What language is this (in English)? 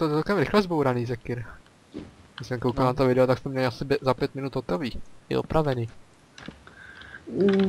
Czech